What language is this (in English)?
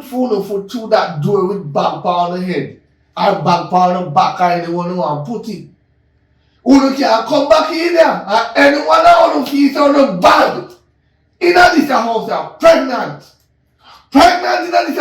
Jamaican Creole English